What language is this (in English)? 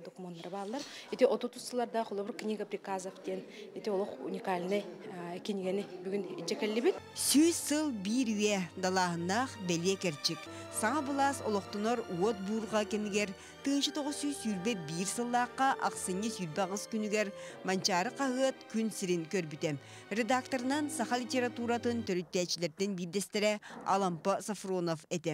Yakut